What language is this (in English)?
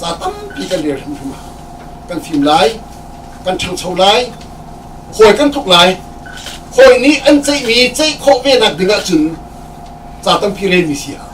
Hakha Chin